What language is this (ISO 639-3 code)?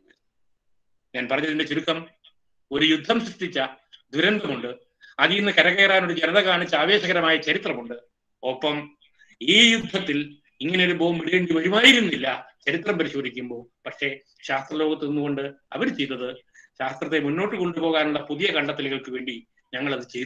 mal